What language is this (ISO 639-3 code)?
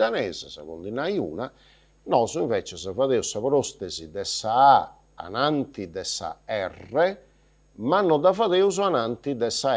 srd